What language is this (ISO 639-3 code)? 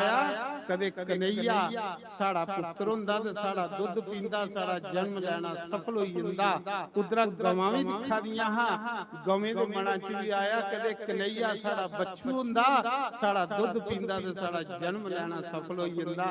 doi